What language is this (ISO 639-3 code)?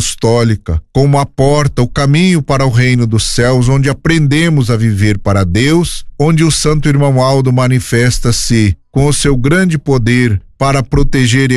por